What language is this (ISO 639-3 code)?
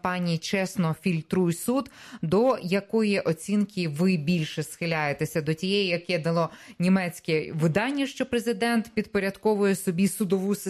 ukr